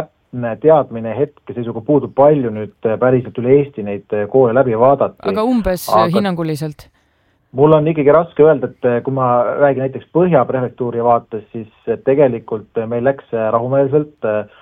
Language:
Estonian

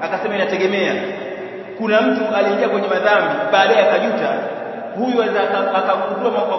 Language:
Swahili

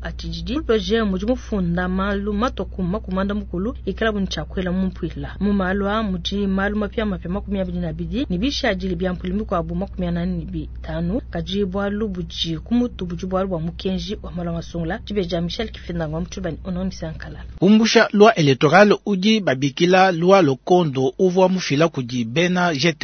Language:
Luba-Lulua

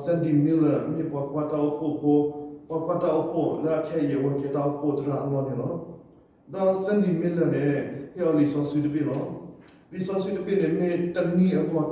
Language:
S'gaw Karen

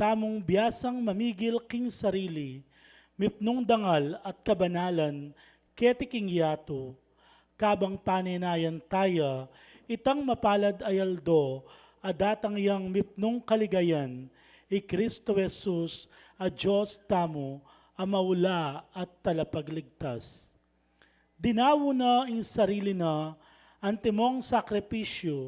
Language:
Pampanga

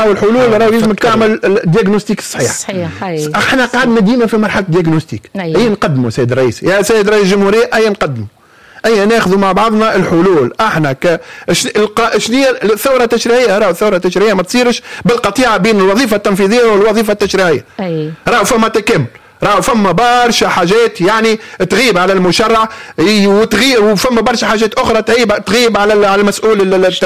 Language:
Tunisian Arabic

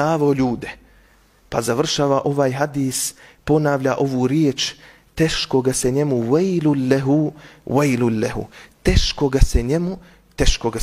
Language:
Bosnian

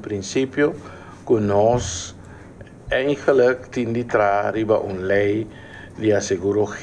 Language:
Portuguese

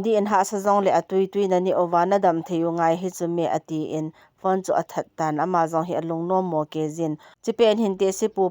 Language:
Thado Chin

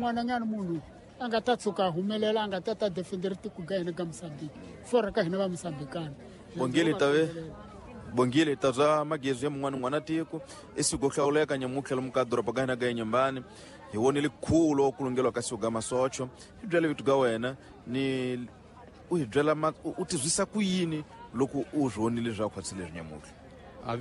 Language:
Tsonga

